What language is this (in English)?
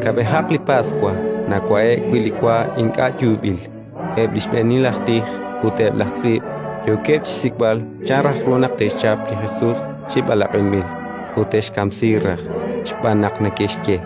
Kekchí